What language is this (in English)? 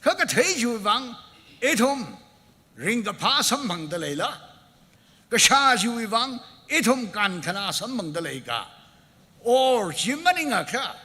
Tangkhul Naga (India)